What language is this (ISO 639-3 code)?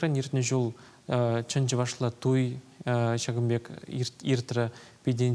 chv